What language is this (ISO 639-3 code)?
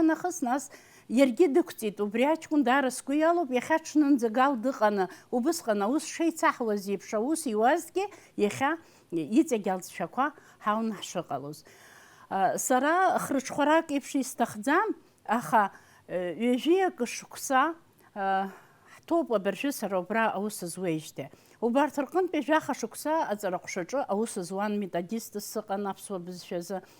abk